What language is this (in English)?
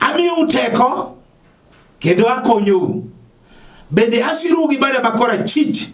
Luo (Kenya and Tanzania)